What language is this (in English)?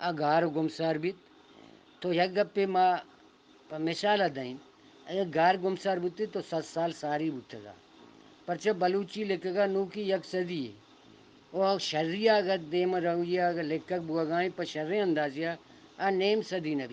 Eastern Balochi